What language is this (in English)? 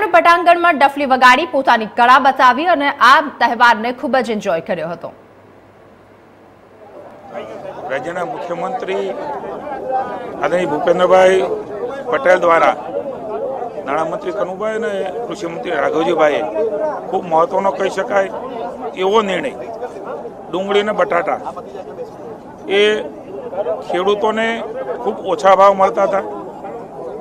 Gujarati